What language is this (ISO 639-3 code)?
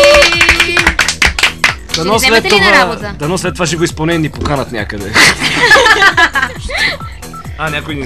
bul